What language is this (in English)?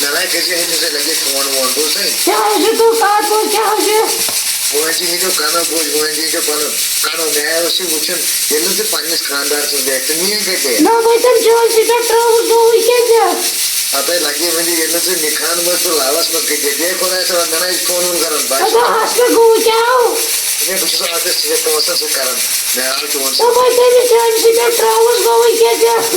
Kashmiri